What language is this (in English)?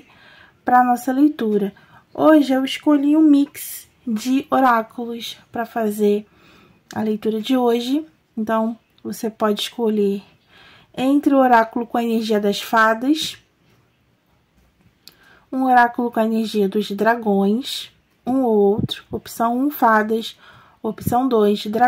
Portuguese